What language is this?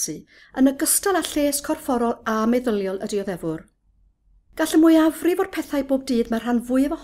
Welsh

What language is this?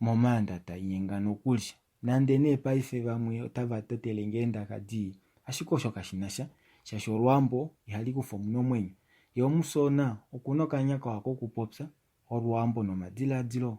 Kuanyama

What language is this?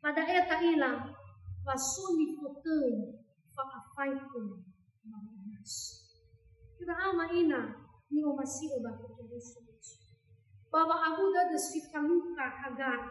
Nias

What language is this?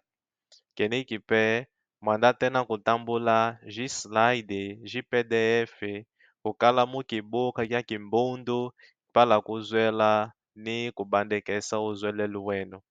Kimbundu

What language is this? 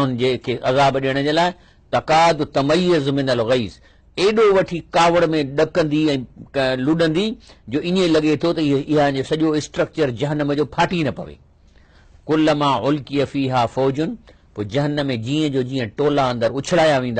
Sindhi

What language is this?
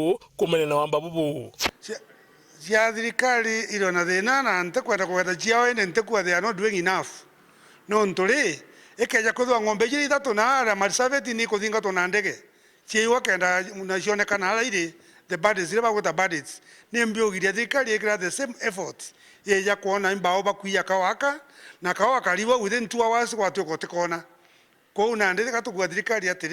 Meru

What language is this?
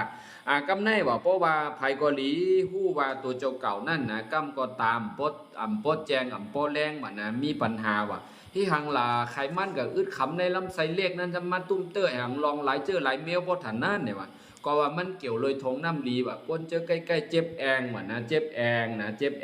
Shan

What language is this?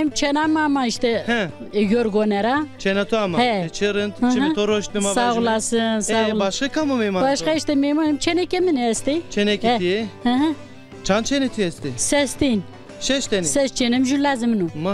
Zaza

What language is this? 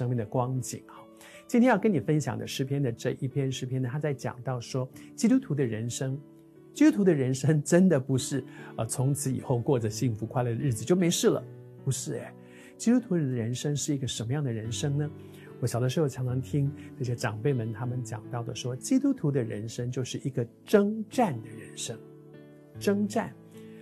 Chinese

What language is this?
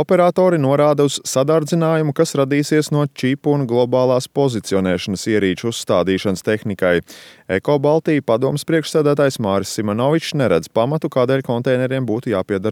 Latvian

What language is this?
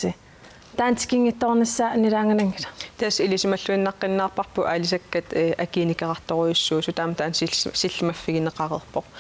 Kalaallisut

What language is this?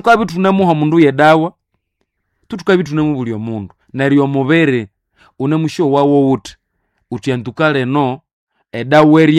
Nande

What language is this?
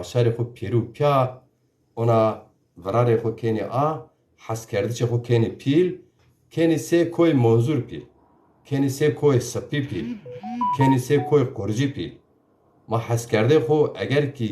Zaza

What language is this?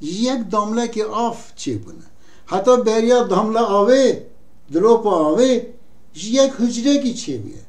Kurdish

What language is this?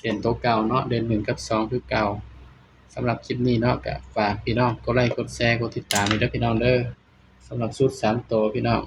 Northeastern Thai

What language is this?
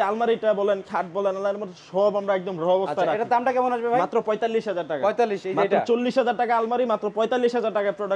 Bangla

